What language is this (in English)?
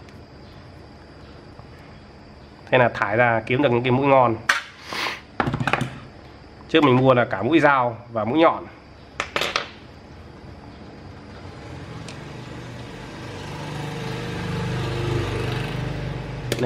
Vietnamese